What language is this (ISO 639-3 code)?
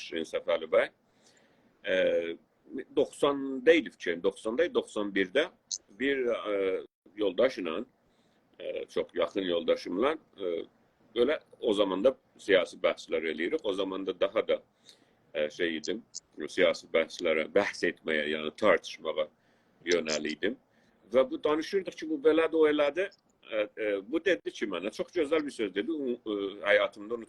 azb